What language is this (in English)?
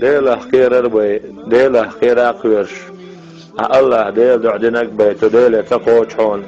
Chechen